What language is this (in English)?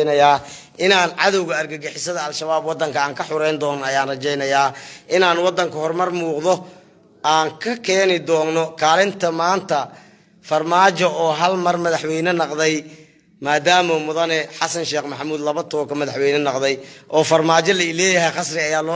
Somali